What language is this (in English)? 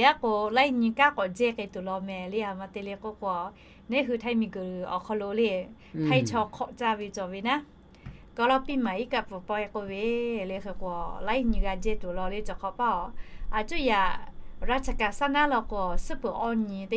Lahu